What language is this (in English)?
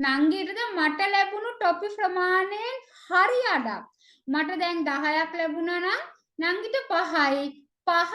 Sinhala